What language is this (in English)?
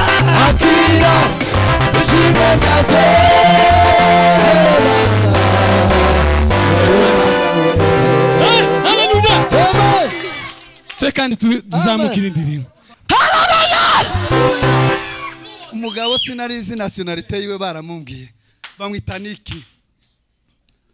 Kinyarwanda